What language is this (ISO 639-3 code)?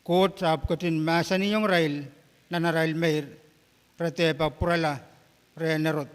pon